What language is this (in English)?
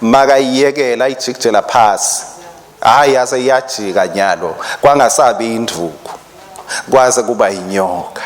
Swati